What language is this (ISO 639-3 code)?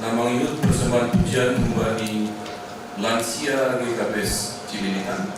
bts